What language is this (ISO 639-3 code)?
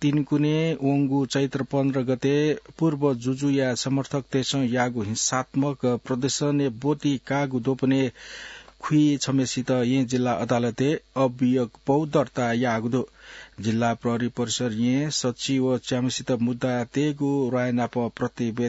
new